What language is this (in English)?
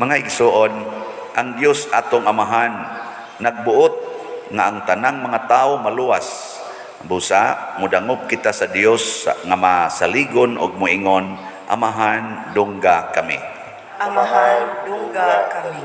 Cebuano